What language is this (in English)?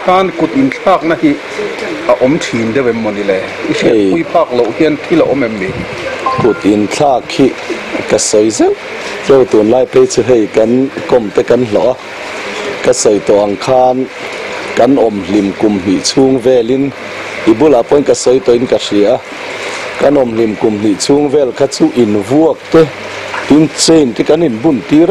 Mizo